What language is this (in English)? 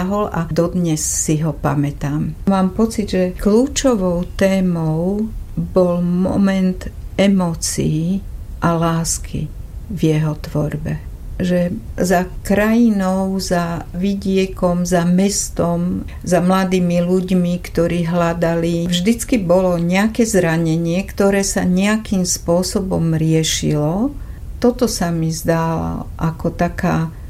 Slovak